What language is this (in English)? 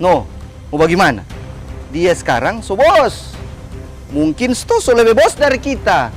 Manado Malay